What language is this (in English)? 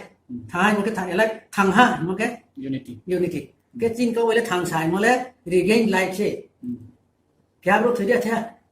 Riang (India)